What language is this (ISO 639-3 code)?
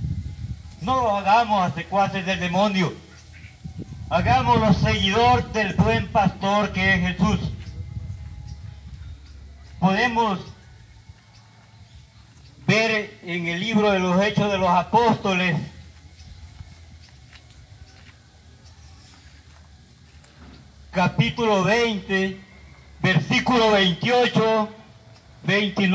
spa